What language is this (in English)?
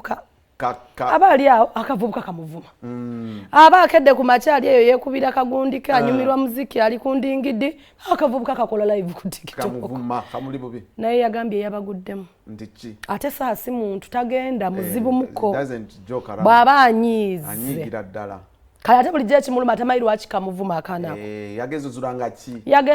Ganda